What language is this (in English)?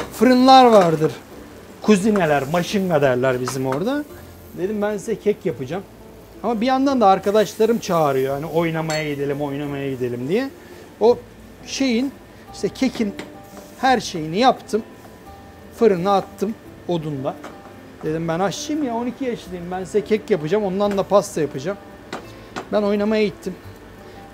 Turkish